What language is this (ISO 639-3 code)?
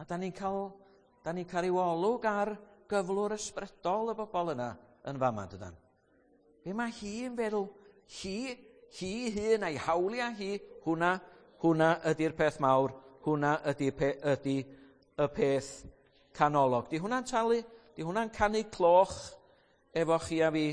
cym